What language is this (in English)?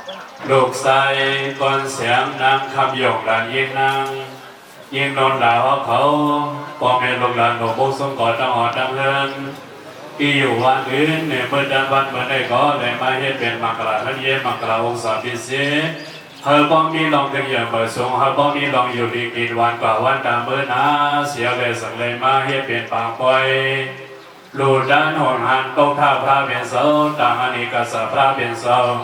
Shan